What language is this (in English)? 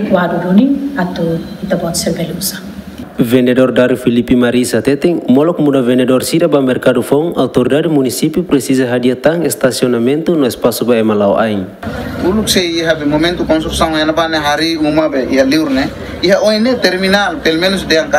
Tetum